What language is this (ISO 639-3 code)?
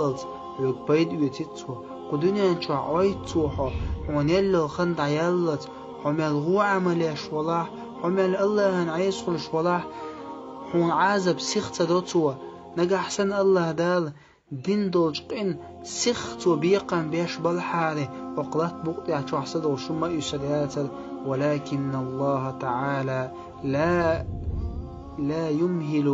che